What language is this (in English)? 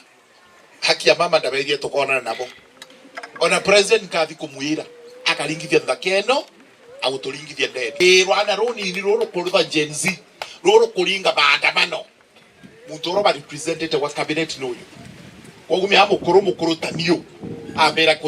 Meru